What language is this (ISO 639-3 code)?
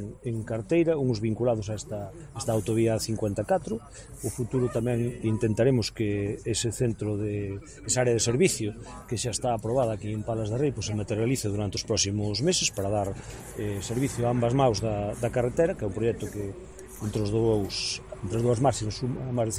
glg